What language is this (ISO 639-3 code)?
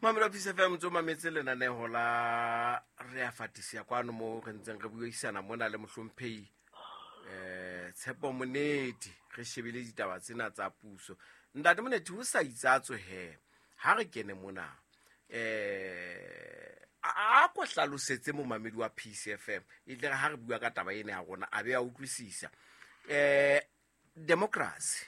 sot